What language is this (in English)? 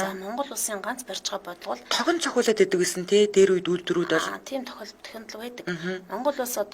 Mongolian